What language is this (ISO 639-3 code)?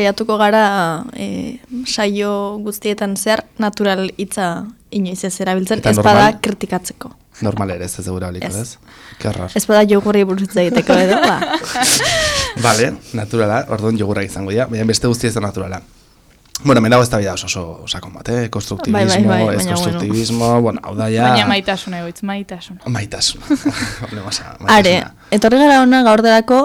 eus